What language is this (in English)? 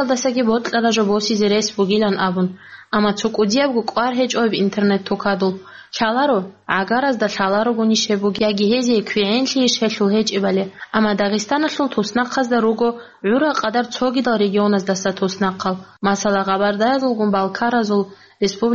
Avaric